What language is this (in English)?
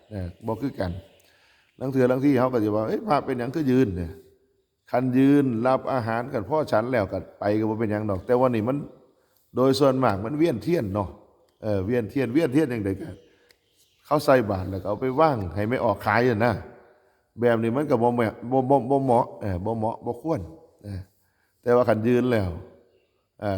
Northeastern Thai